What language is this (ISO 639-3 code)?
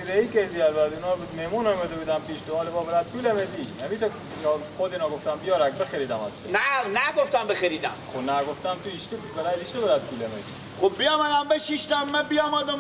fas